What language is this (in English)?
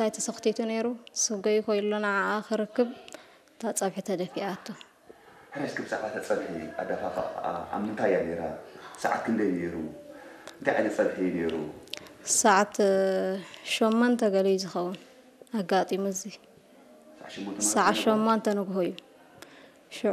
Tigrinya